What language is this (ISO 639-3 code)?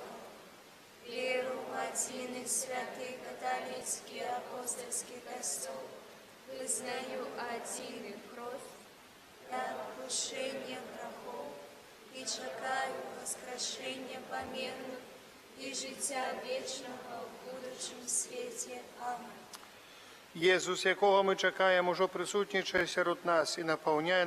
bel